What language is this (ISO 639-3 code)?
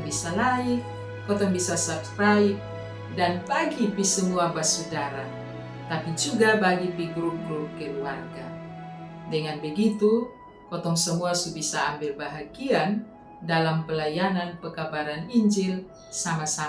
mkn